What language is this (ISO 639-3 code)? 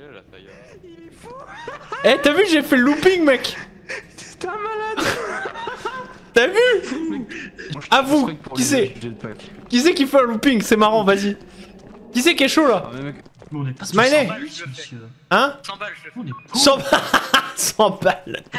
fra